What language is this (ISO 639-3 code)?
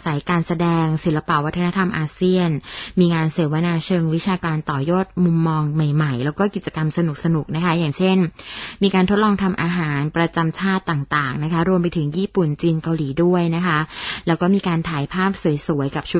tha